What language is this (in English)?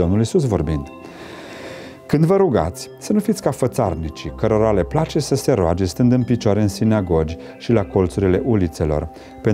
Romanian